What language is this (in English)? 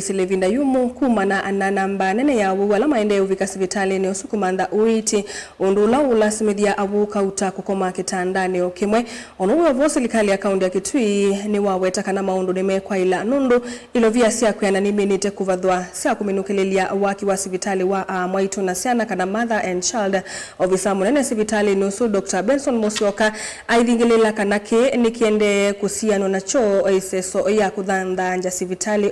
Kamba